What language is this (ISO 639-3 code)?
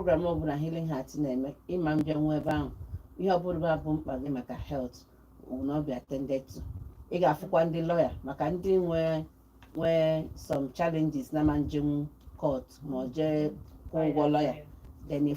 ibo